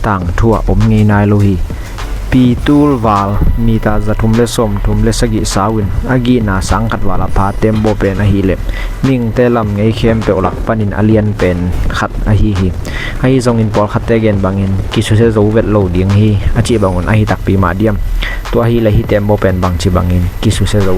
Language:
Tedim Chin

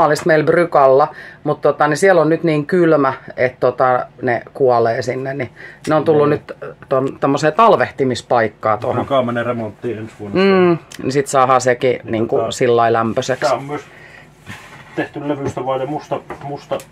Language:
Finnish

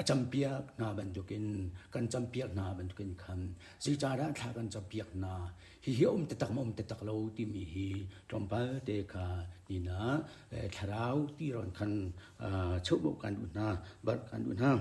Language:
Hakha Chin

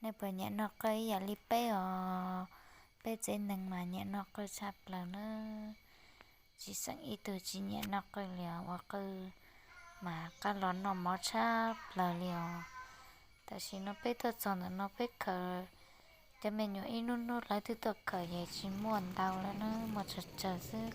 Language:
Hmong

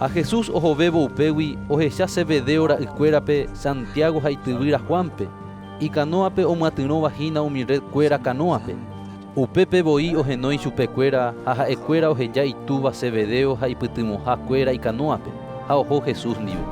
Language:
Guarani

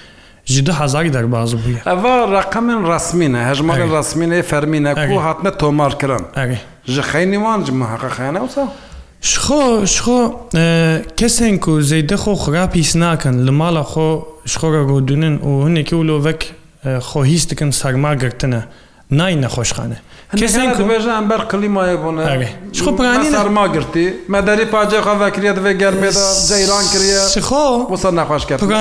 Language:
Kurdish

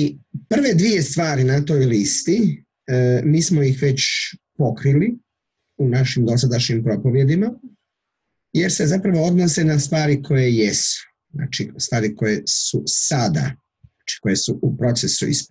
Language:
Croatian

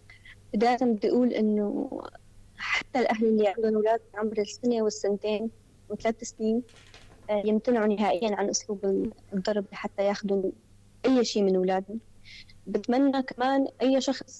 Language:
North Levantine Arabic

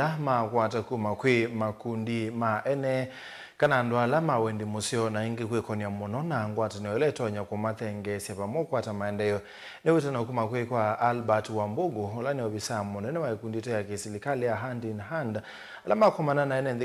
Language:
Kamba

